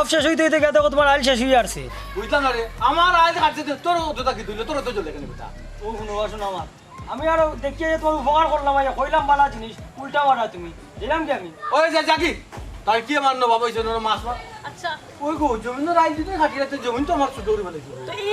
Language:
Sylheti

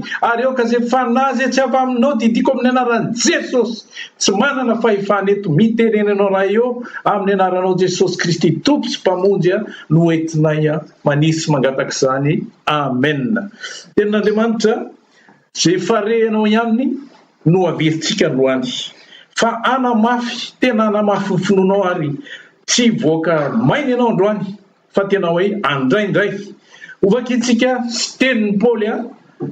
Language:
Malagasy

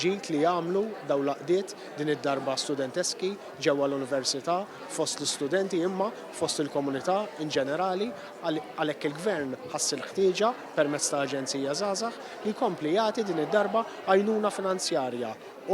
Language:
Maltese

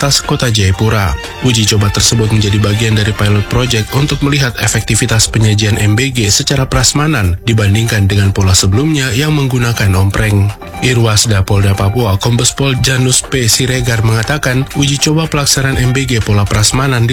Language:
Indonesian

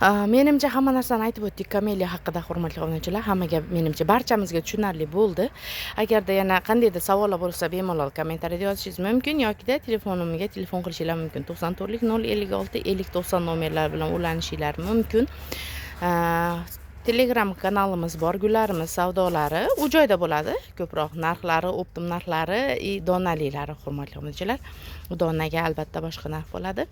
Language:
Uzbek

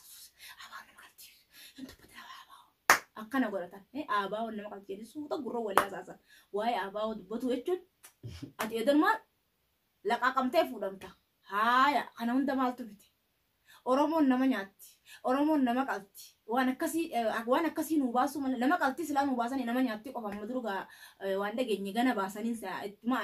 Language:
Oromo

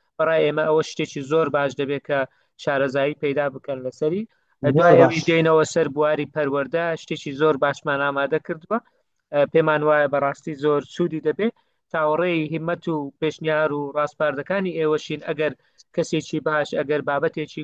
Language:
Central Kurdish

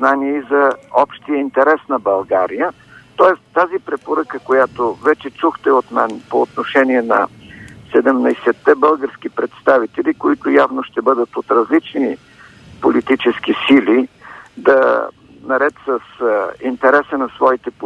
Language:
Bulgarian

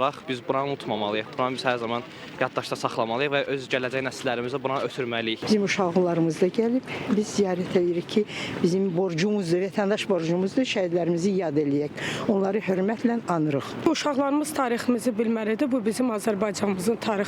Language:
Azerbaijani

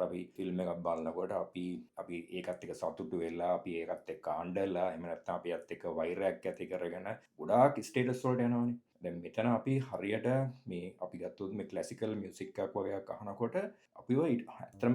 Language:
Sinhala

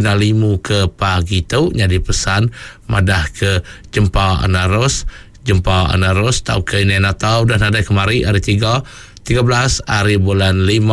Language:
Iban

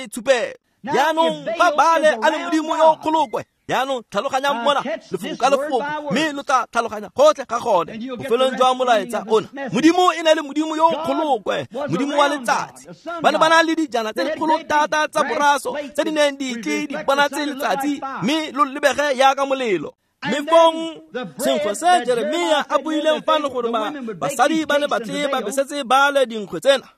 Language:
Tswana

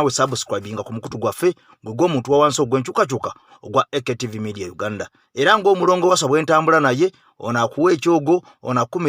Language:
Ganda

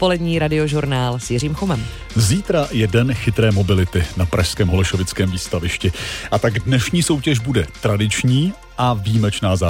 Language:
Czech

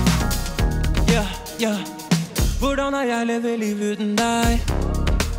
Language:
Norwegian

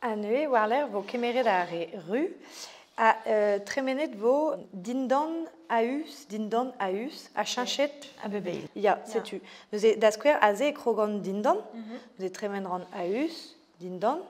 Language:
Breton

